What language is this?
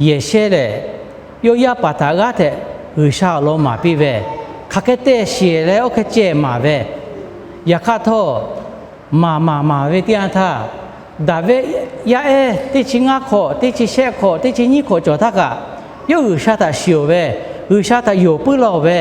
Lahu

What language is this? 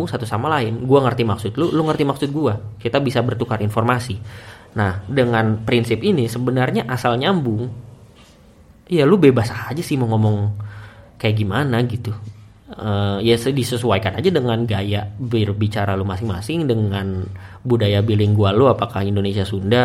Indonesian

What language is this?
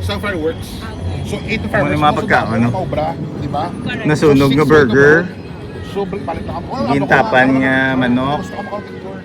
Hiligaynon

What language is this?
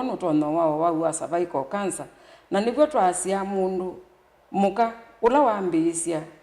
Kamba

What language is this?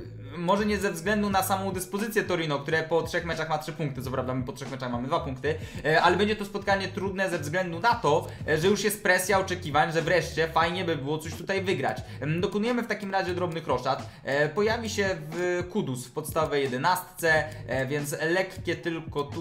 Polish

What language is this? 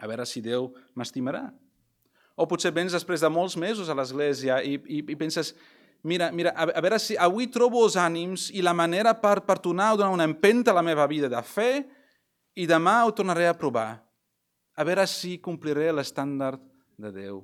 Catalan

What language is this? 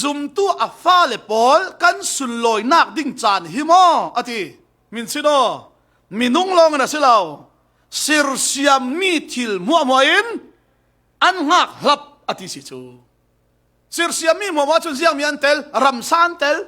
Falam Chin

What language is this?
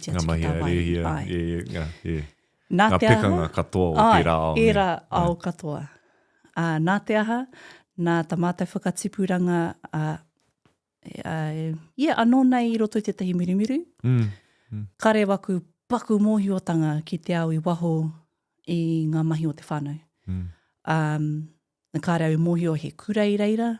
Māori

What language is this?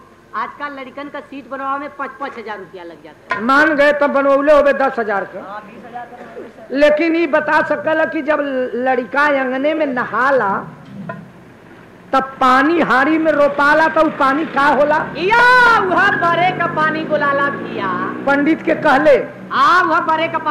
Bhojpuri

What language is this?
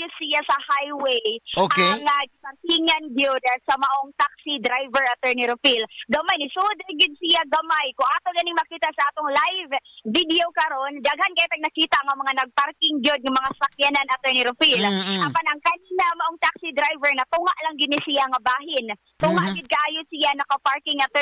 Cebuano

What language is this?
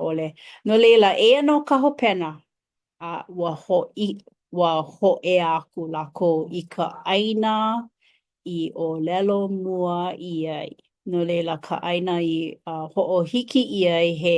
Hawaiian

